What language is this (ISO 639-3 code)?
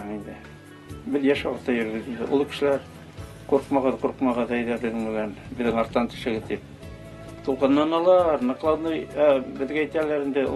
bak